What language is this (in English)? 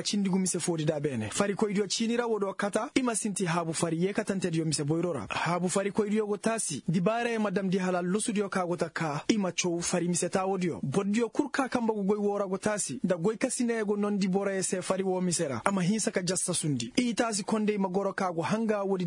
Koyraboro Senni